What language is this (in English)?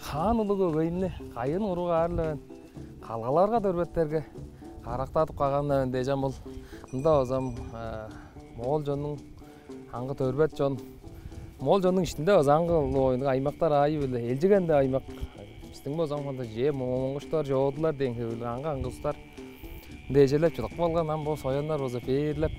Tuvinian